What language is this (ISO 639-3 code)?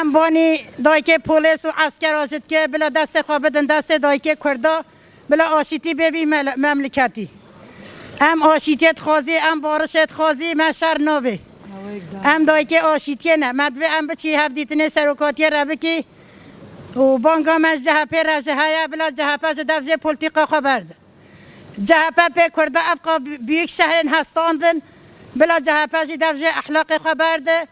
kur